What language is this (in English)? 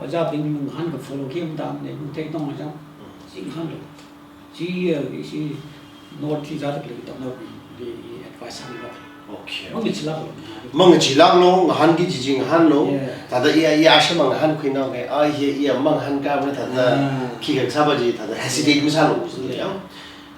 Tangkhul Naga (India)